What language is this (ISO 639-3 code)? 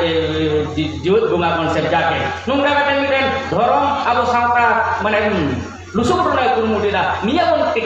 sat